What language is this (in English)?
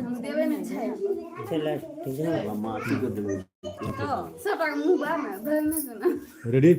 Maithili